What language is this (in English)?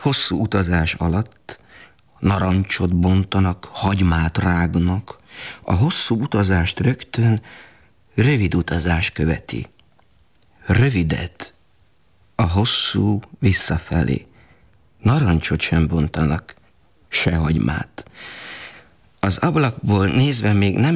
Hungarian